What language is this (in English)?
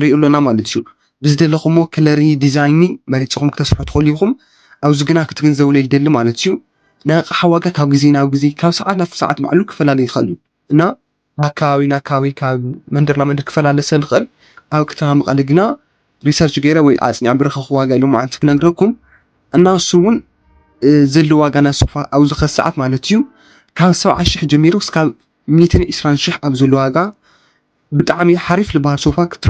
Tigrinya